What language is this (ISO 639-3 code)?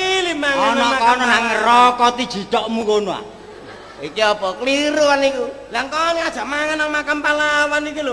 jav